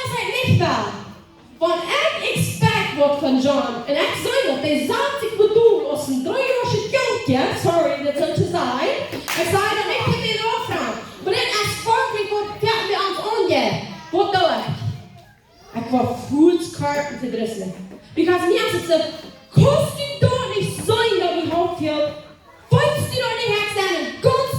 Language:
Plautdietsch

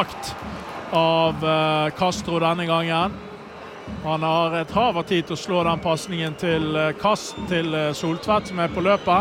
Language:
Norwegian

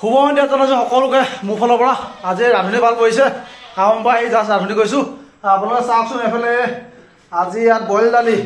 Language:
Assamese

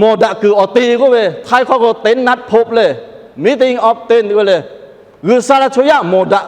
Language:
Lahu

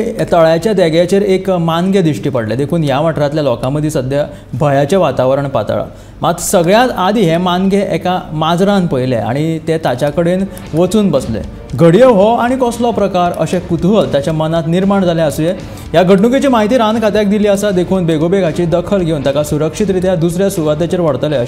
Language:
Konkani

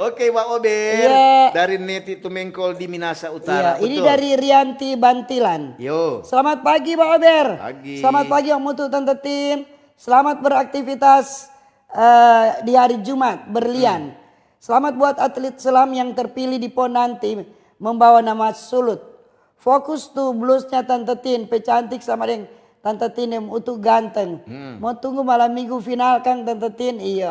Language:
Manado Malay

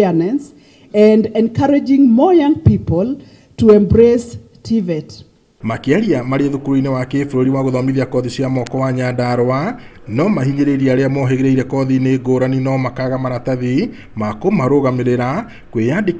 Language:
Kikuyu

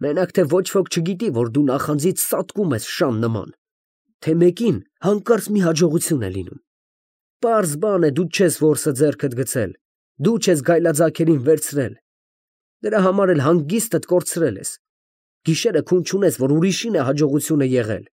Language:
Armenian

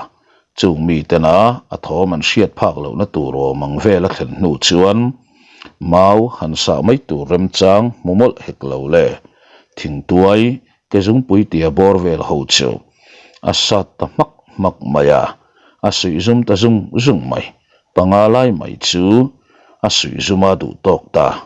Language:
Mizo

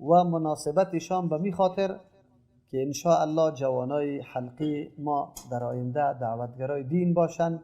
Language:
Persian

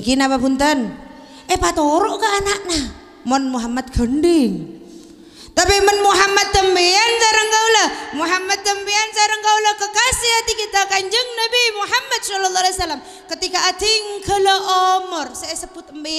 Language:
Madurese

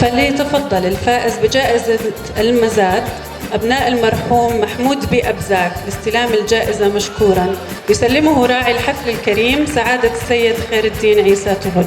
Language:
North Levantine Arabic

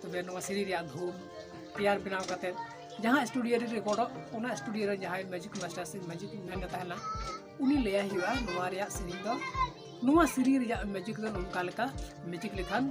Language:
Santali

